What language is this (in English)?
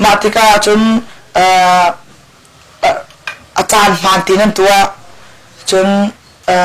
Hakha Chin